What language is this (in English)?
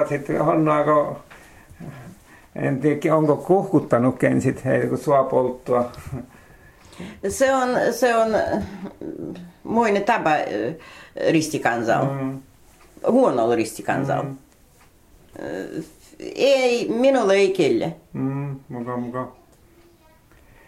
Finnish